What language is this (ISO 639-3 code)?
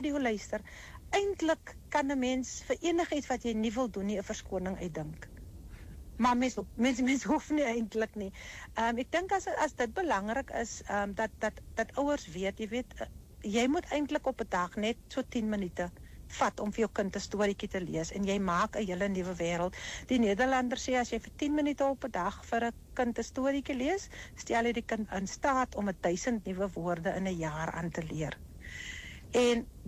afr